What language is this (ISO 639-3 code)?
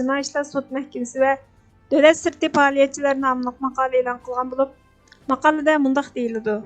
uig